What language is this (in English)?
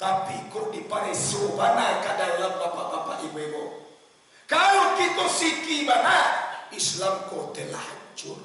Minangkabau